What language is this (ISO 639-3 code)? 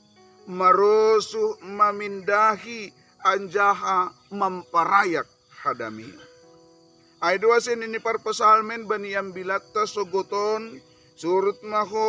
bts